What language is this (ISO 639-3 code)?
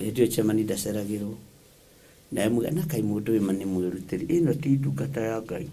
kik